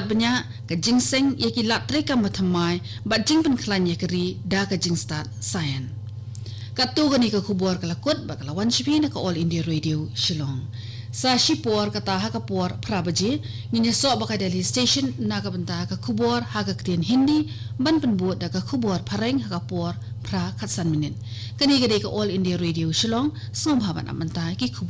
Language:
Khasi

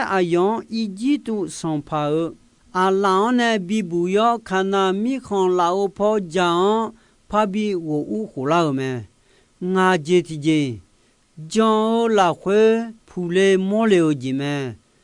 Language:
Akha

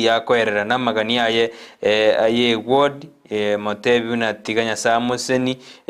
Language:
Gusii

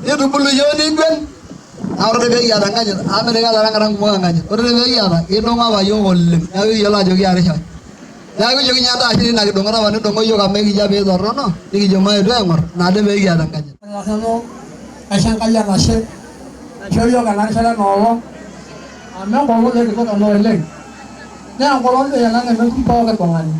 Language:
Masai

